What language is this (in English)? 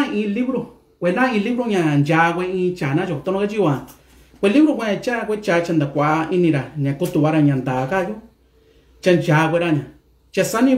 Mixtepec Mixtec